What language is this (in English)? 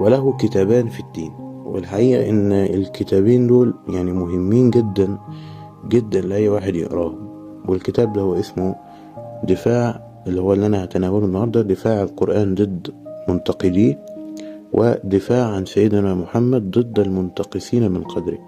Egyptian Arabic